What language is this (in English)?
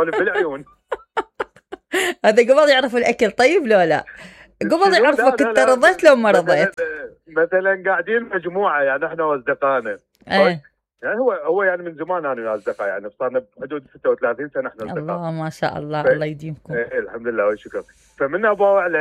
Mesopotamian Arabic